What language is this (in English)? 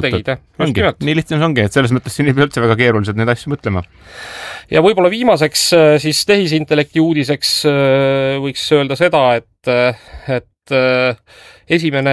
Estonian